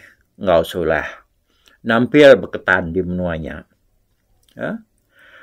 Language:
Iban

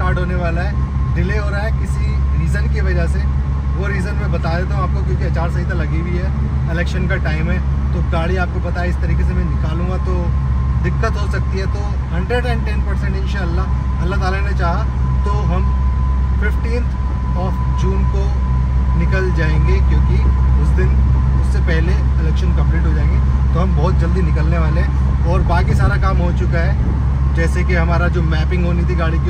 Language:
Hindi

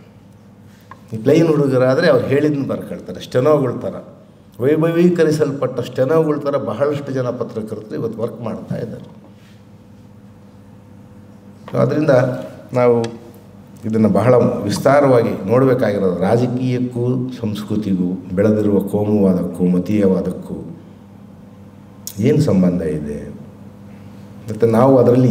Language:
Kannada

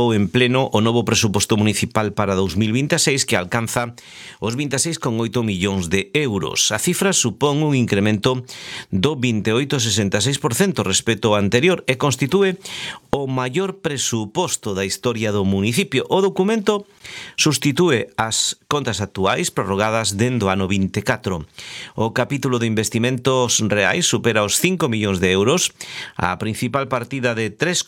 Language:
Galician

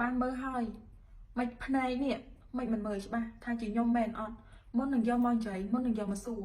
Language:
Khmer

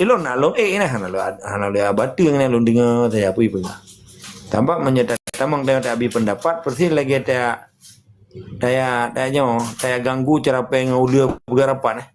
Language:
Achinese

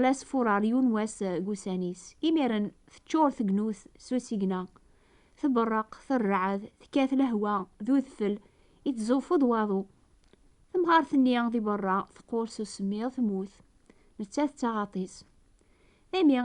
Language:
Kabyle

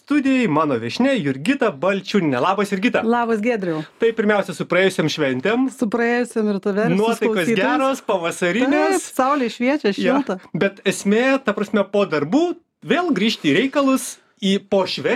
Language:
Lithuanian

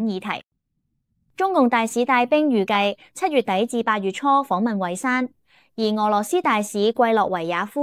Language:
Cantonese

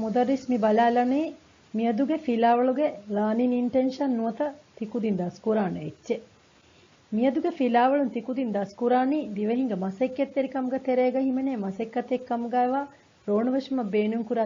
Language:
Divehi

